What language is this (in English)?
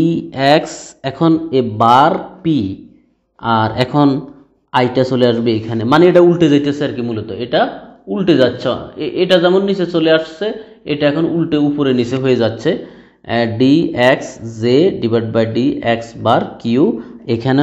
Bangla